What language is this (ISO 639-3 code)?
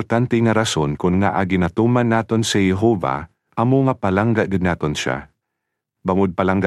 hil